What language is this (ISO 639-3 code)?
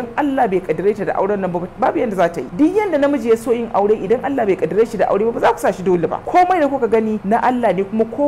hau